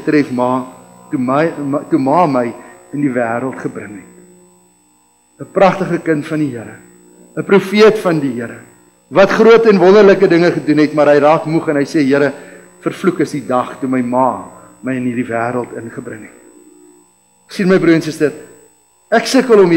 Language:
Afrikaans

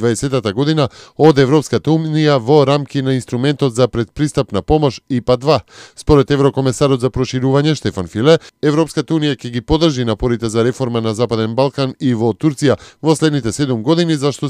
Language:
Macedonian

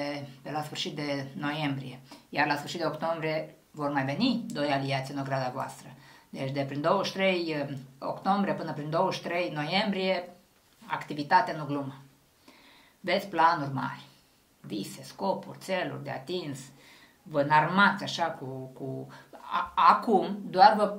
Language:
Romanian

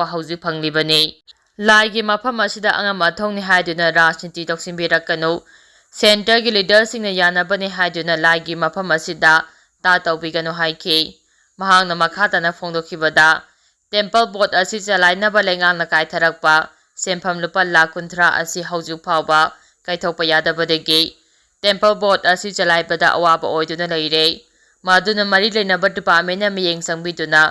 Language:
Manipuri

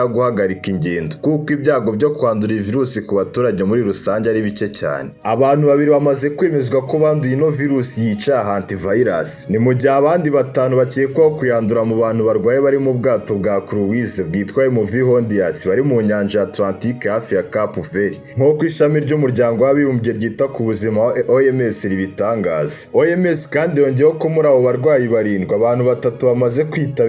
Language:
Kinyarwanda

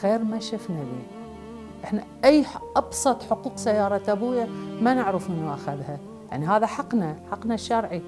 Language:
Mesopotamian Arabic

